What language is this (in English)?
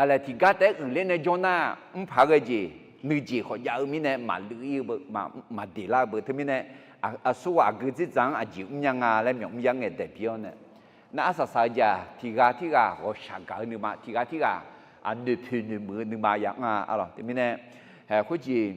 Akha